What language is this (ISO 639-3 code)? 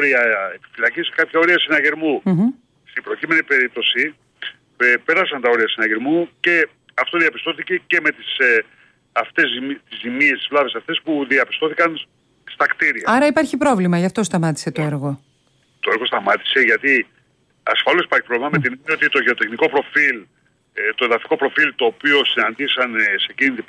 ell